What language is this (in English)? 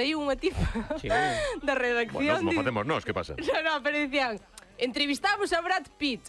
Galician